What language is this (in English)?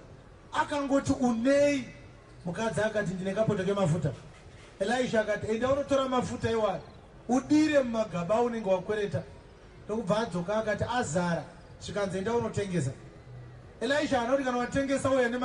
Shona